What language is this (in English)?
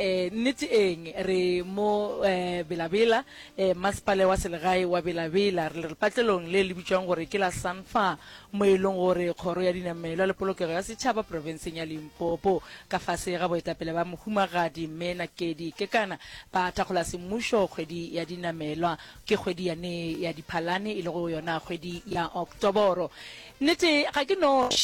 Northern Sotho